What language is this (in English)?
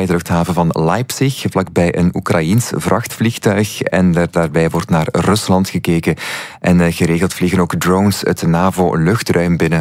Dutch